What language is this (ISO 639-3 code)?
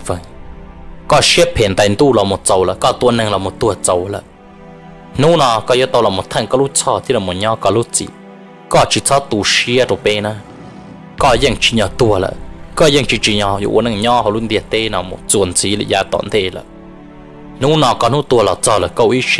vie